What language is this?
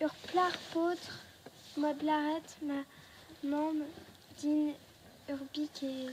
Breton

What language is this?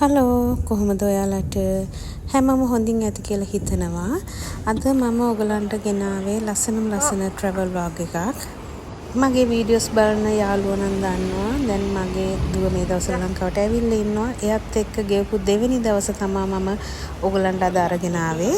Sinhala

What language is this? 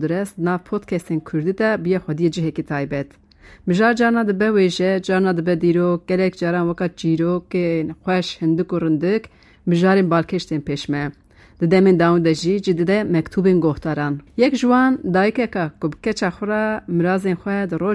Kurdish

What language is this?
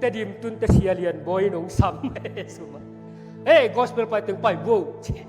Tedim Chin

